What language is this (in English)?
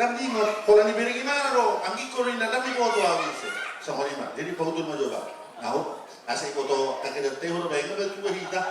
Batak Toba